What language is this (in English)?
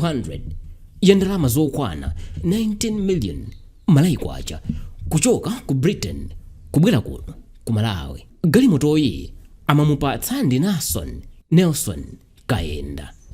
Nyanja